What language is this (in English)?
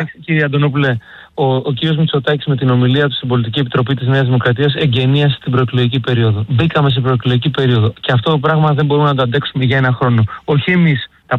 Greek